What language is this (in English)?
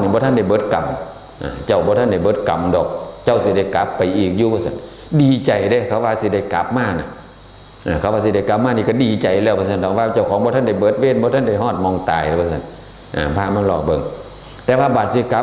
Northeastern Thai